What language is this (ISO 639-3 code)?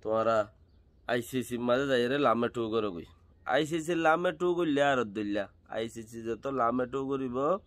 rhg